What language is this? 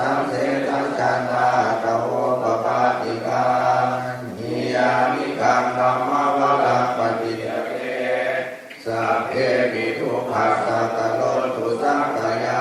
Pali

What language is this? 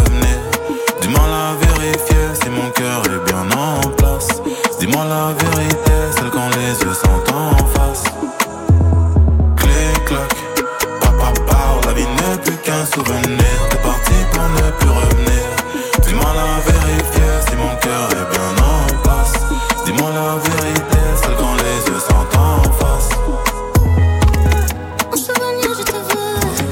French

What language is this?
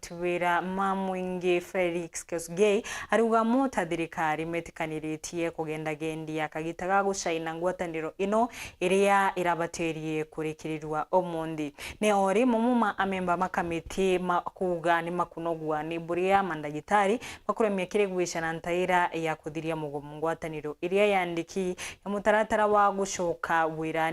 Meru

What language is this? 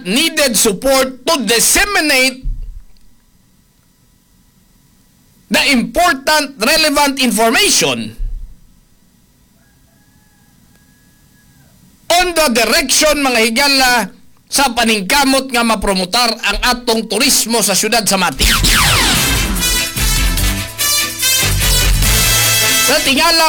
Cebuano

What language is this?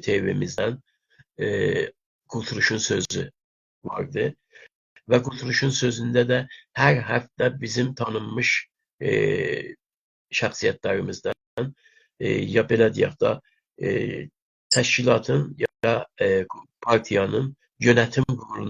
South Azerbaijani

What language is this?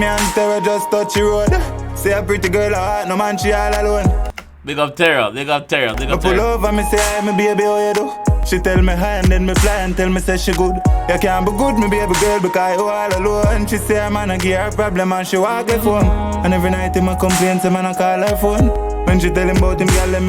Jamaican Creole English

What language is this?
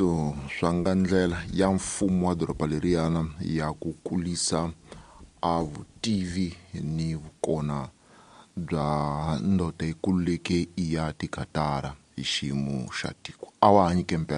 Tsonga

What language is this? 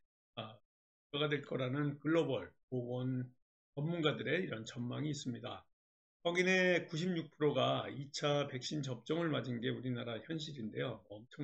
Korean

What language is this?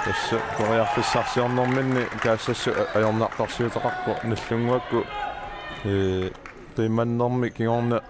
Kalaallisut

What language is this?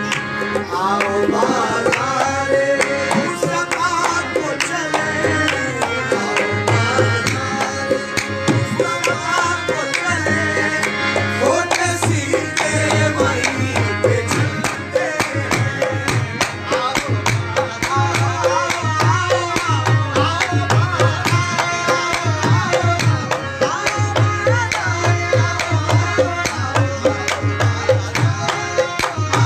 Hindi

